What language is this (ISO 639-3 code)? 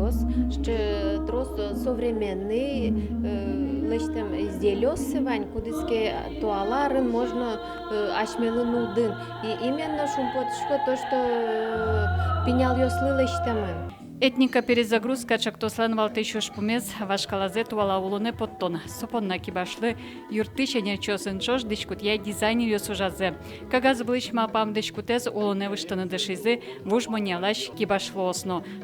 udm